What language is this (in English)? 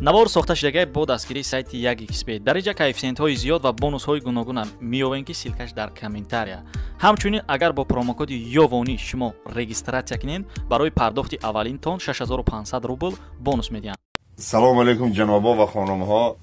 Tajik